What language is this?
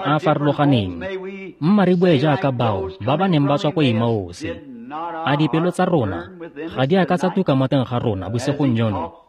Tswana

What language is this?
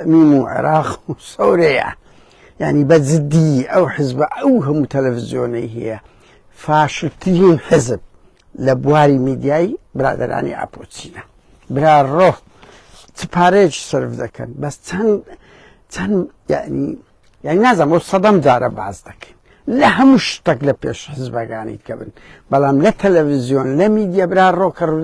Central Kurdish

